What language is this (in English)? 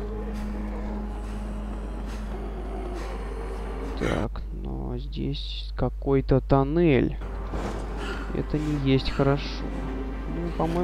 Russian